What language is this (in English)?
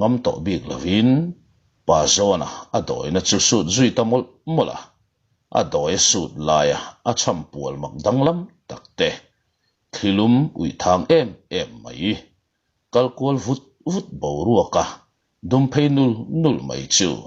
Mizo